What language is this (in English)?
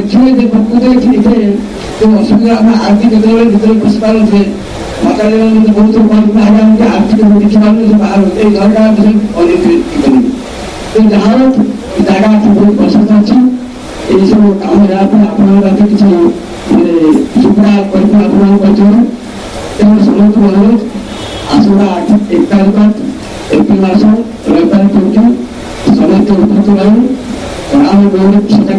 Odia